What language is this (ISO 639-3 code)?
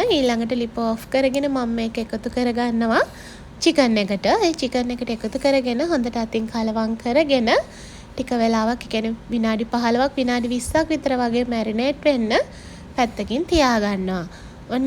sin